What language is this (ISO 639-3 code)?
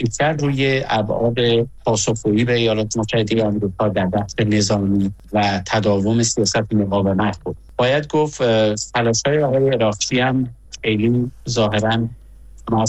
fas